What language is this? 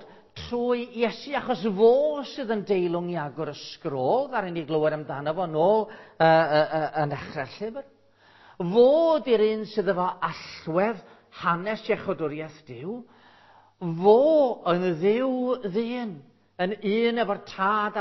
Welsh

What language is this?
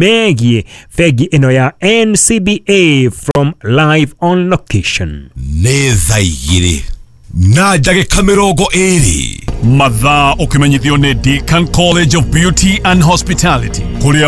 Kikuyu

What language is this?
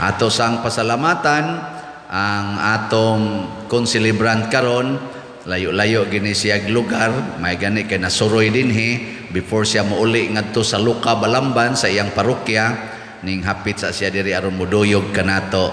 Cebuano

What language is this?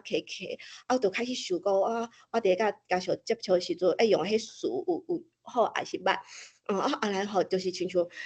Min Nan Chinese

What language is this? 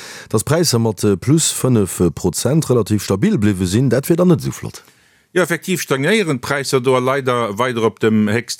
Luxembourgish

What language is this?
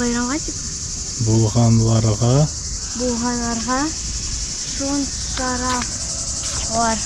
Crimean Tatar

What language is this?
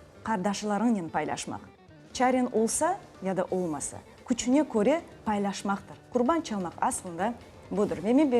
Crimean Tatar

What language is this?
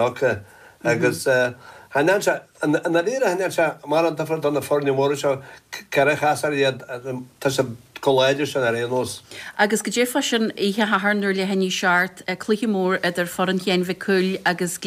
Irish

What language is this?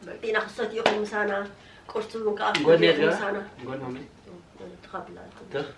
Tigrinya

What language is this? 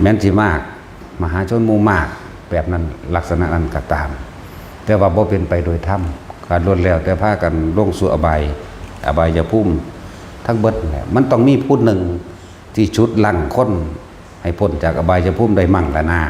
Northeastern Thai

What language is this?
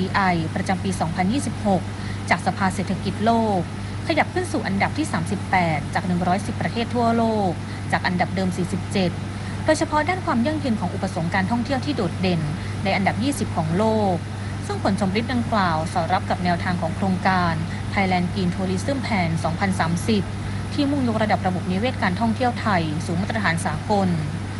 Thai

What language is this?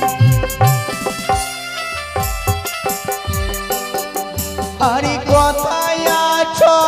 Bangla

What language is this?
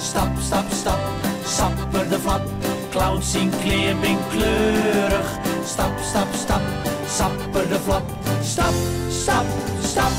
Western Frisian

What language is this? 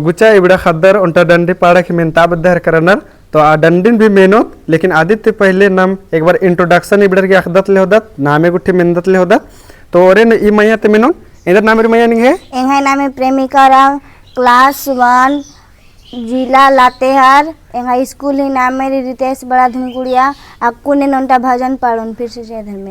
Kurukh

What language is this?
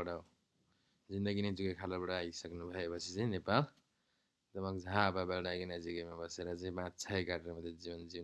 Nepali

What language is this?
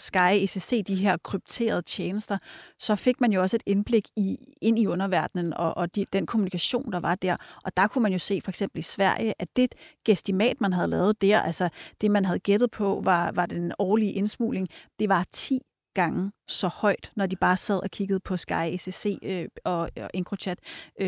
Danish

